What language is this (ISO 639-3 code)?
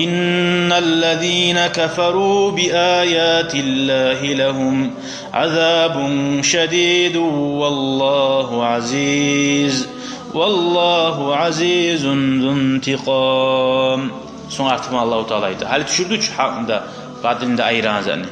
kum